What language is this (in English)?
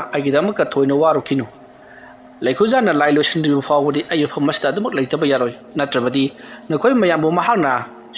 Manipuri